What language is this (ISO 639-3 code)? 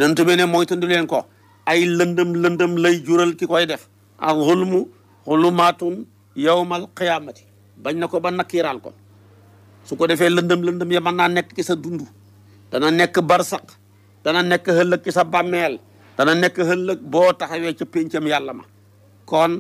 wol